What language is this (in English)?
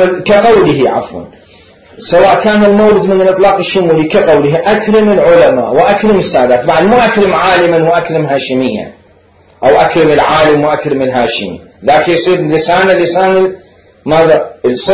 Mesopotamian Arabic